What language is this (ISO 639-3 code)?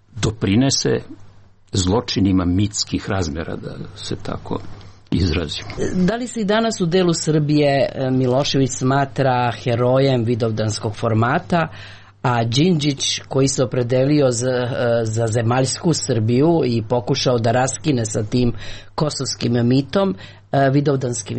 srp